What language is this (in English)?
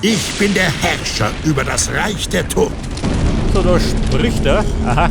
Bavarian